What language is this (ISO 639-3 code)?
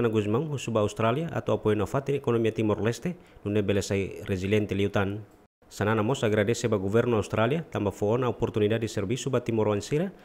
tet